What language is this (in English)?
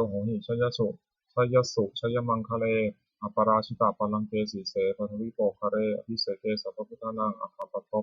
Pali